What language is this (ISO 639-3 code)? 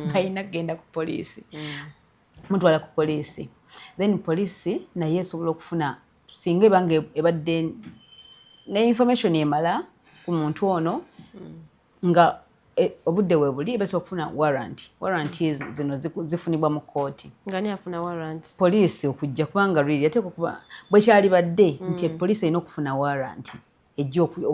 lug